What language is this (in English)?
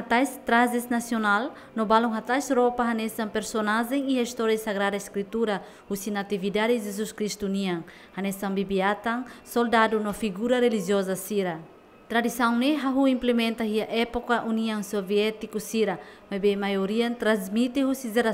Tetum